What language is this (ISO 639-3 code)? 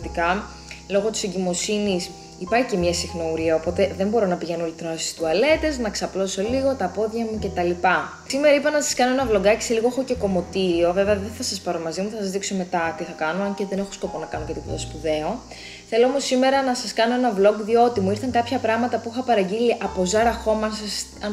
ell